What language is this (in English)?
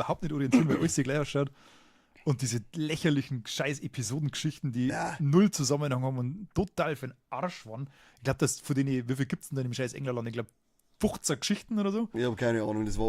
Bavarian